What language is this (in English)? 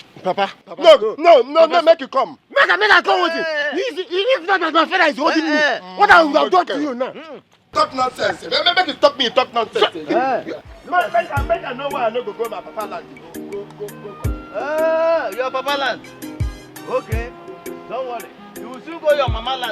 Nigerian Pidgin